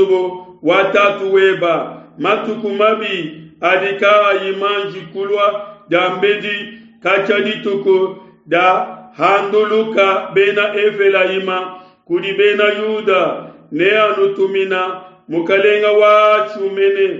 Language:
Luba-Lulua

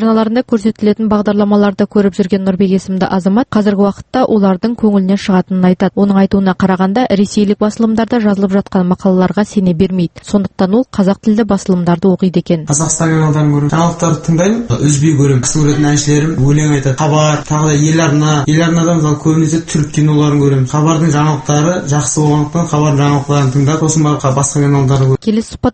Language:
Kazakh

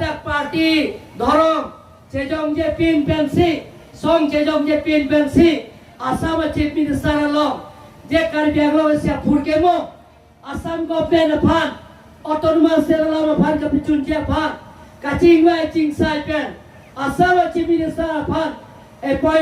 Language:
Karbi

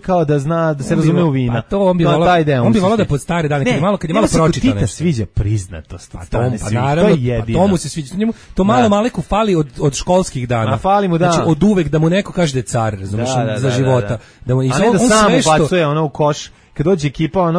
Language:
Serbian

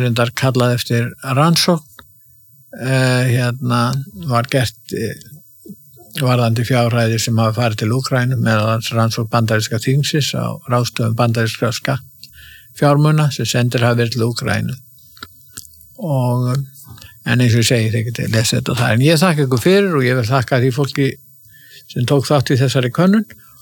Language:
Icelandic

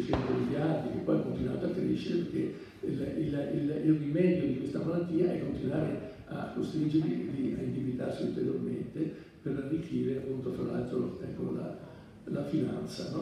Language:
Italian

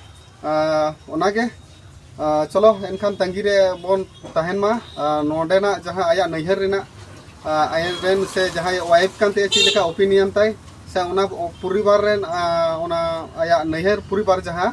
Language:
Santali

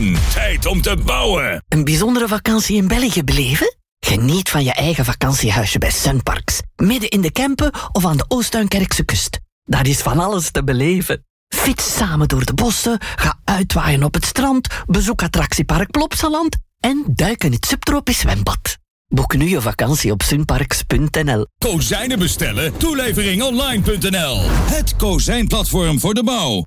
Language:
Dutch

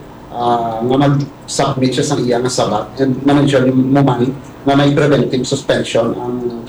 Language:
Hiligaynon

